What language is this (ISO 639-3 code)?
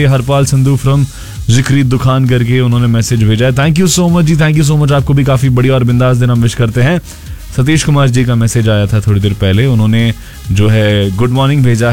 hin